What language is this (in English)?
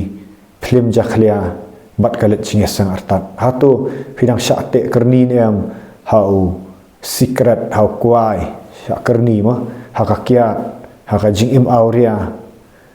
Khasi